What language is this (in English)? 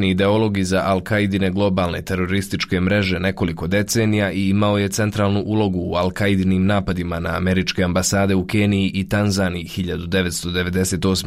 Bosnian